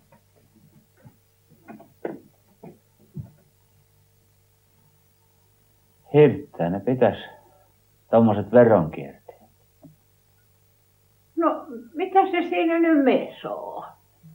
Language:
Finnish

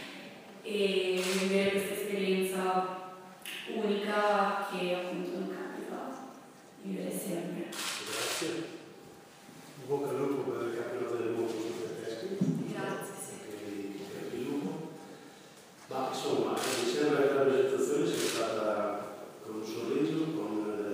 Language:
Italian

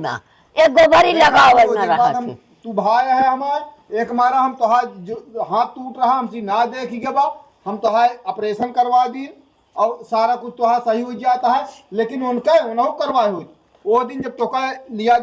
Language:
Awadhi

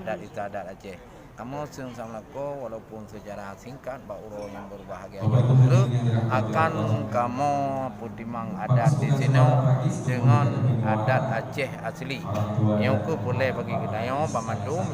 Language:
Achinese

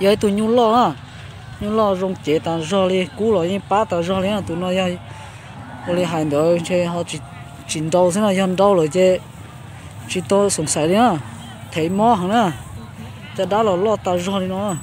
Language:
Hmong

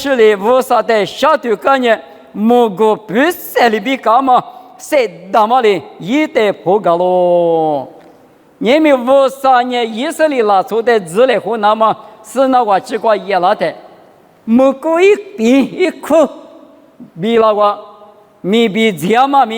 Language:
Lisu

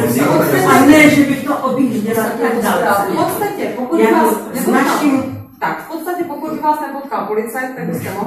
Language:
Czech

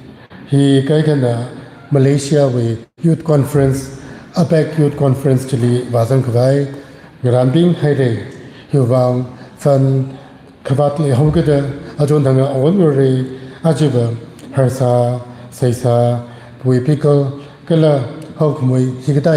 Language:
Tangkhul Naga (India)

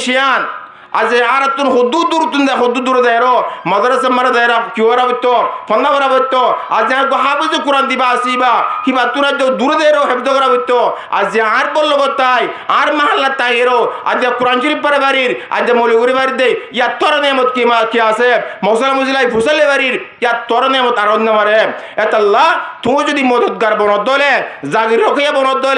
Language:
Rohingya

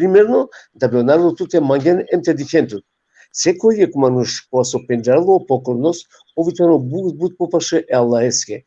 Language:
Balkan Romani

